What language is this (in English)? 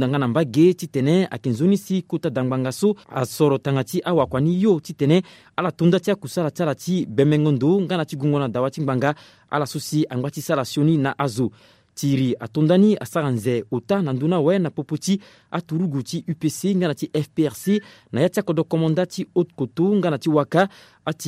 Sango